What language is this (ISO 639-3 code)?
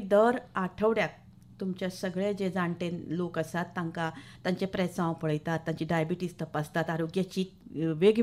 kok